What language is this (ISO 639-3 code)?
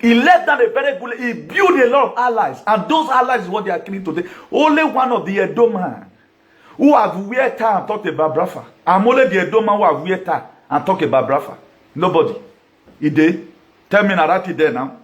pcm